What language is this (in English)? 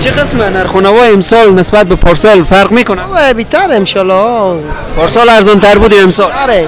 Persian